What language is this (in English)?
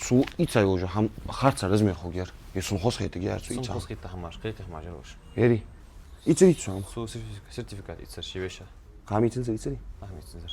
Ingush